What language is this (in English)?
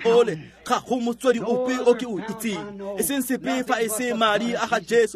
Tswana